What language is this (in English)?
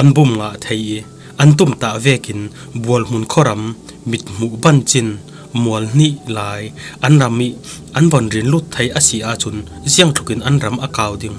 Falam Chin